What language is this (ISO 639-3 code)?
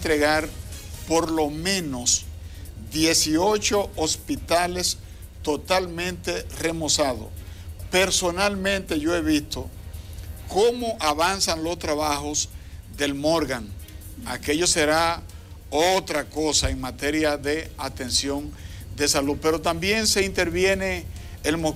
spa